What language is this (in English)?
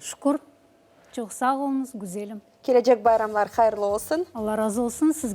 Crimean Tatar